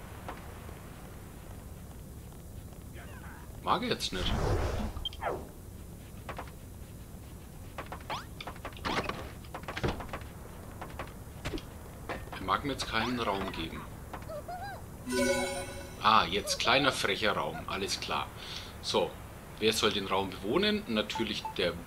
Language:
German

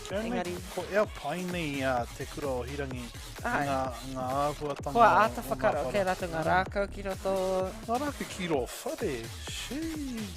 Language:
Māori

